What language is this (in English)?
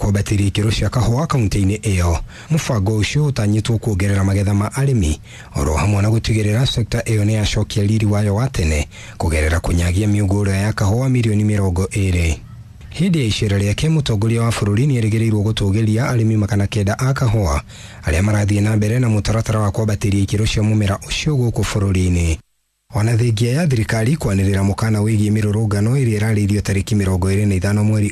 Kikuyu